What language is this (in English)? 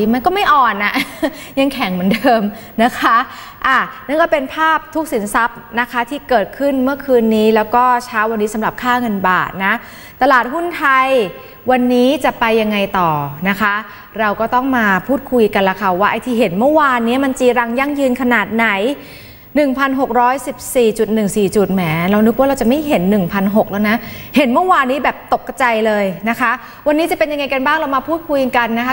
Thai